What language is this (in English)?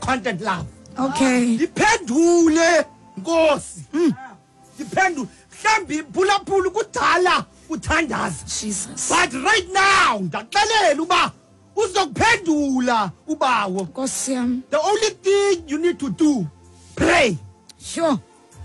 Xhosa